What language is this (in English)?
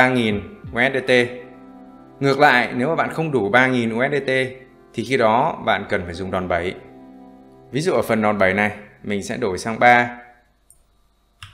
Vietnamese